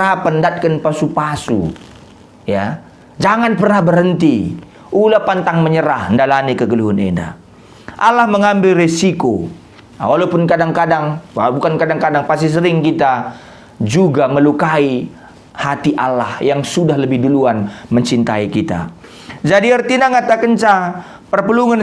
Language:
Batak Karo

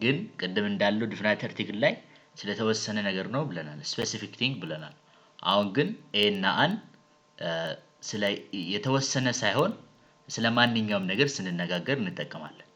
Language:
Amharic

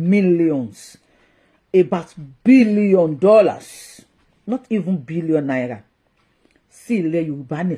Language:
Yoruba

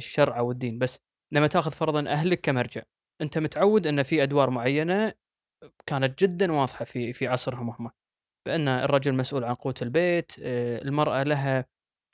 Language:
Gulf Arabic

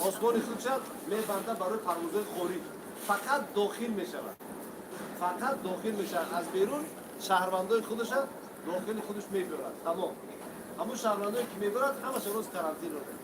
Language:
Tajik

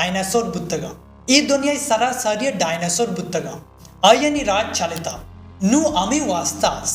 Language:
Baluchi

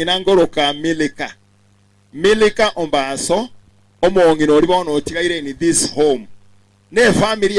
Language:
Gusii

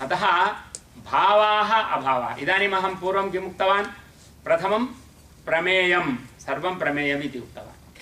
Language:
Sanskrit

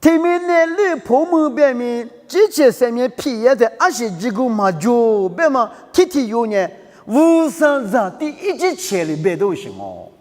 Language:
Lisu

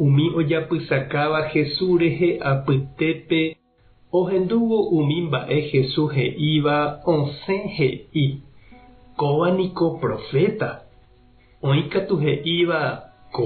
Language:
Guarani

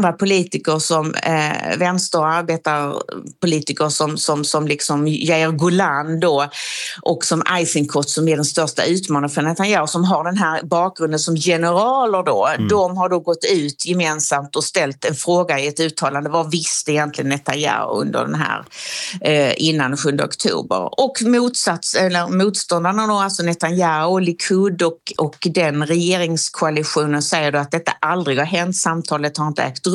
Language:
Swedish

